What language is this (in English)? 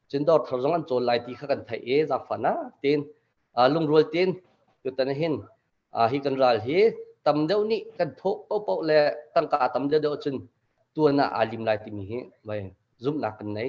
Hakha Chin